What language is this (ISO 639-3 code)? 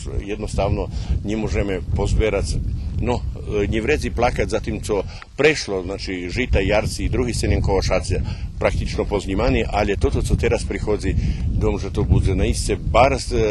rue